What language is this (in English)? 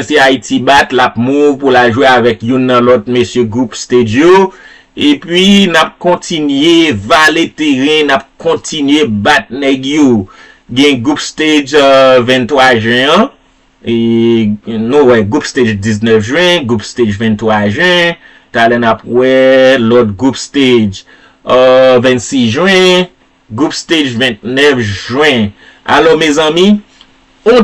Haitian Creole